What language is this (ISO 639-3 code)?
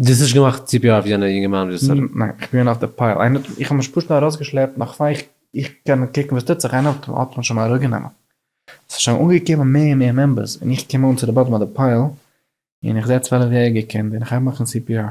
yid